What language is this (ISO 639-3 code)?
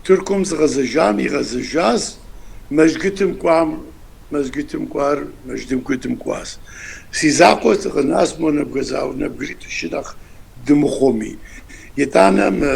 kbd